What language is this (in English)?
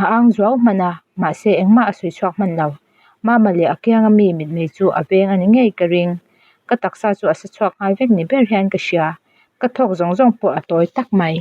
Mizo